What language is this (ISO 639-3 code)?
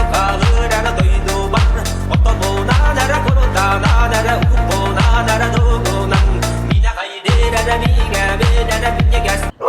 sah